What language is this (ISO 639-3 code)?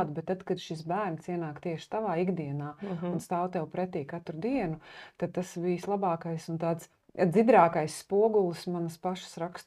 lav